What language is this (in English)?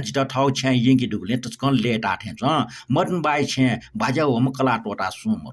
Newari